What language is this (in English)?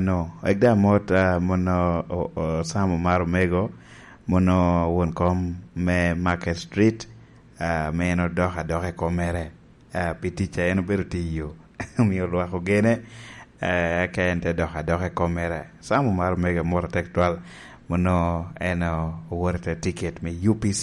Lango (Uganda)